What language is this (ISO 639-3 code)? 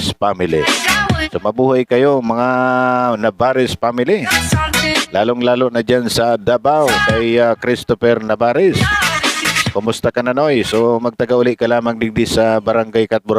bik